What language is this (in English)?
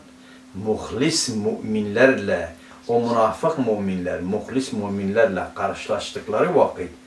Turkish